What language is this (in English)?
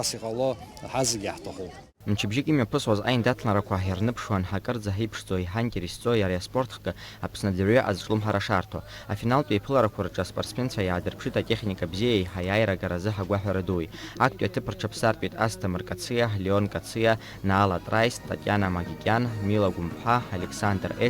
Abkhazian